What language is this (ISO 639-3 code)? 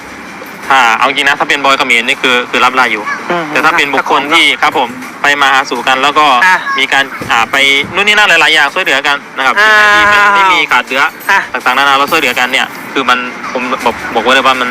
tts